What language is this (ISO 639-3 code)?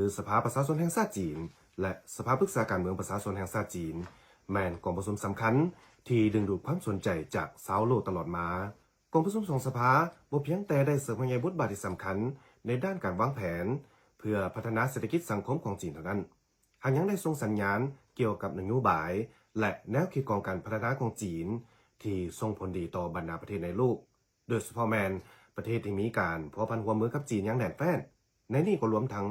lao